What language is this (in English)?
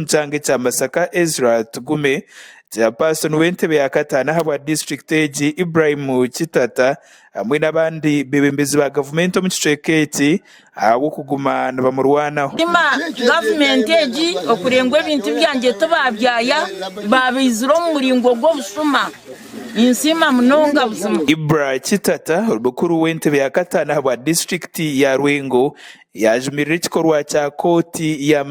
Nyankole